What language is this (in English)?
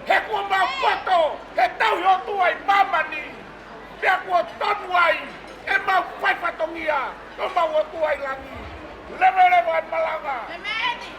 Tongan